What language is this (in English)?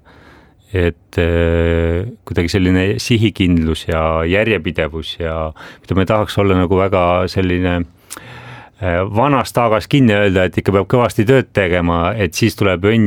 Estonian